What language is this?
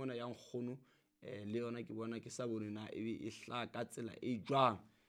Southern Sotho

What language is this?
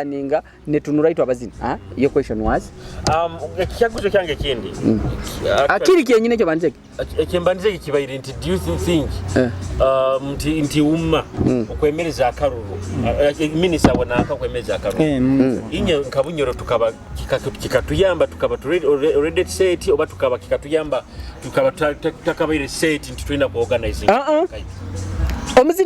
Nyoro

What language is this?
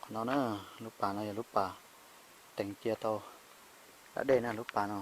Hmong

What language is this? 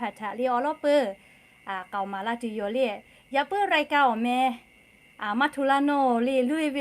Lahu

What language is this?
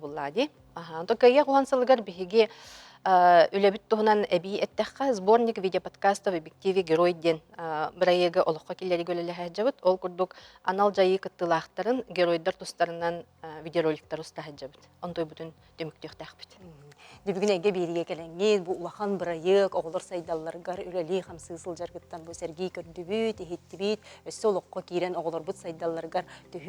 Yakut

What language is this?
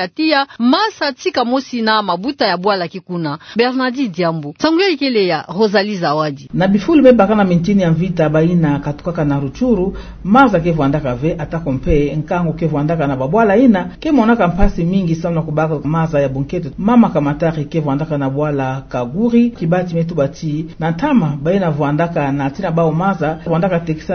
Kituba (Democratic Republic of Congo)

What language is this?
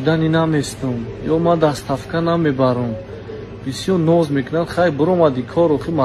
Tajik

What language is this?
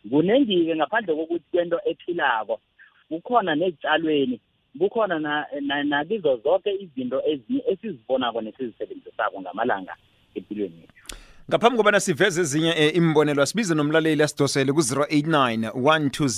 South Ndebele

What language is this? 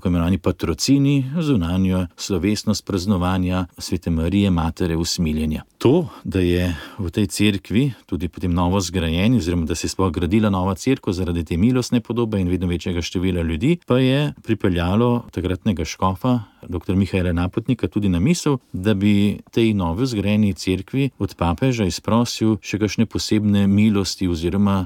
Slovenian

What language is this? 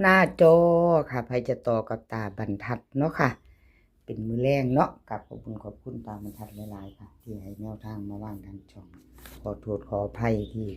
Northeastern Thai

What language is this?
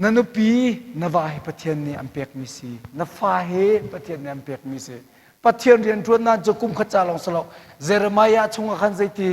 Hakha Chin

